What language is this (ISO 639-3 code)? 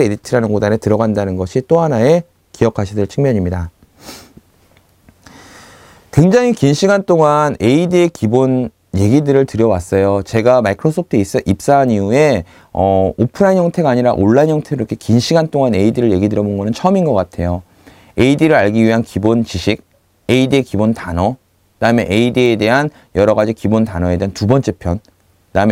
kor